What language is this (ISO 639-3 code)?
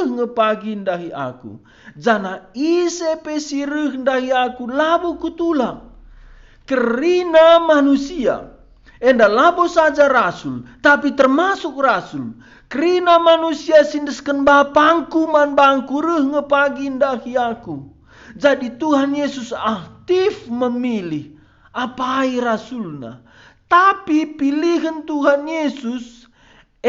btx